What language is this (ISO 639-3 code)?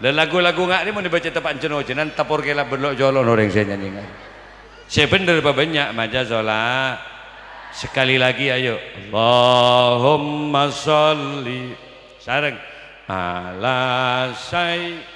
mad